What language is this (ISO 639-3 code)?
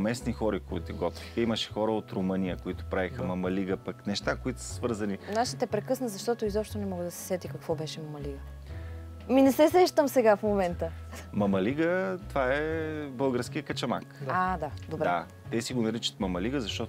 bul